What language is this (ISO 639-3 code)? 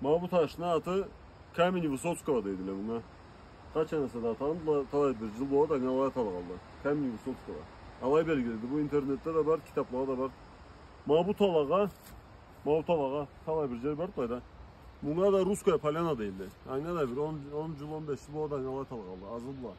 krc